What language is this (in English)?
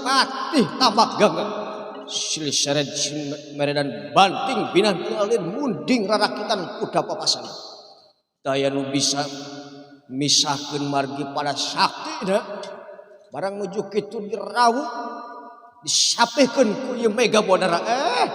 Sundanese